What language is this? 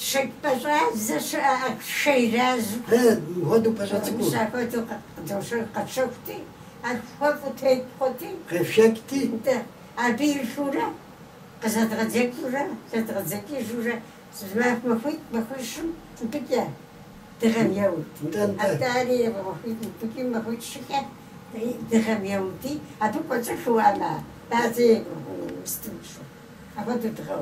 Kabardian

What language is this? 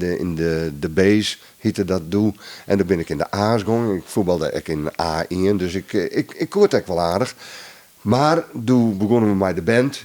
Western Frisian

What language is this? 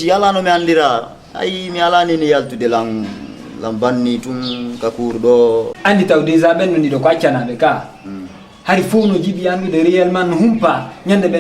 Fula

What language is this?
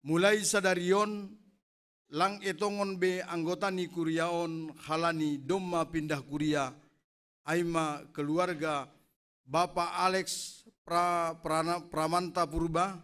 Batak Simalungun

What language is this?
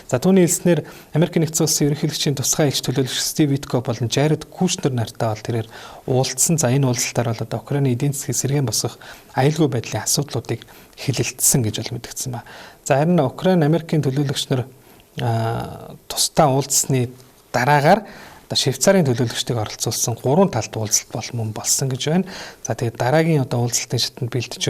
Mongolian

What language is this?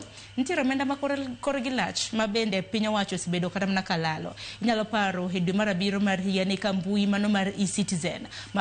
Luo (Kenya and Tanzania)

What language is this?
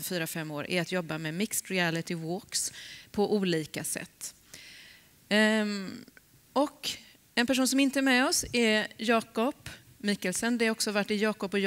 Swedish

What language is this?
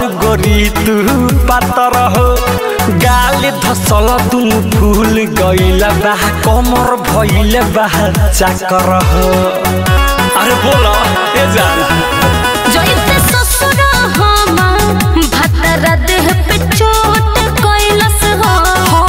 Bhojpuri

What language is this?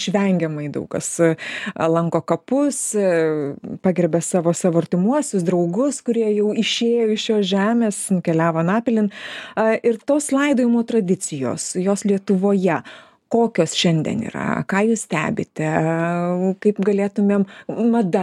Lithuanian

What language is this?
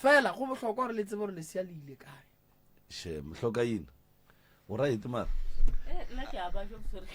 Northern Sotho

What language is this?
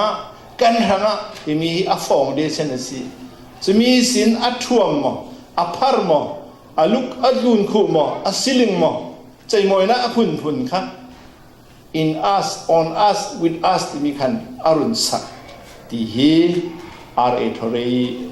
Falam Chin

